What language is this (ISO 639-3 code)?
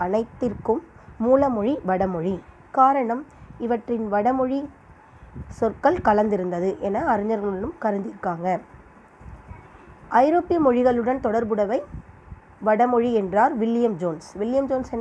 tam